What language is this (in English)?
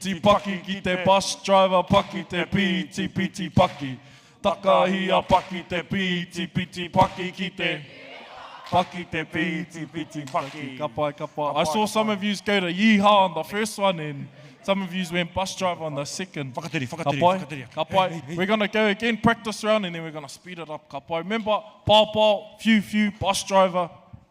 Māori